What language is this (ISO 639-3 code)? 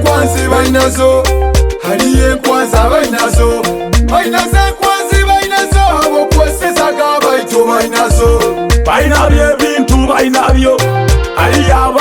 nyo